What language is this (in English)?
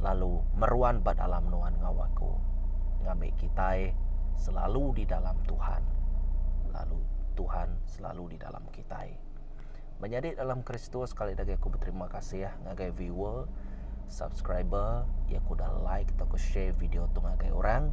Iban